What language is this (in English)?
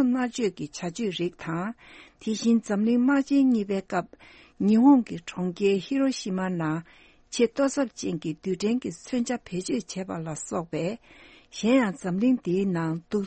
Tibetan